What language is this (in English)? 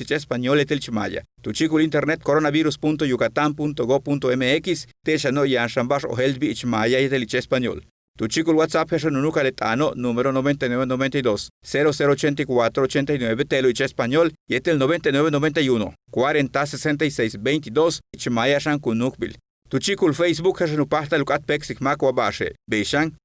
Yucateco